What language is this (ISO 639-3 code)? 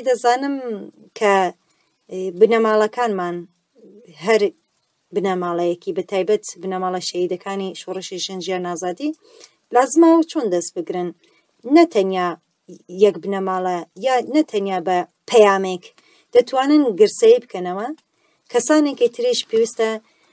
ckb